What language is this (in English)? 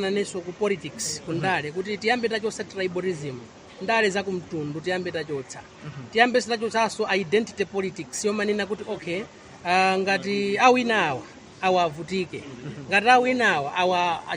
Nyanja